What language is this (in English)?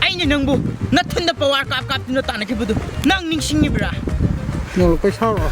Manipuri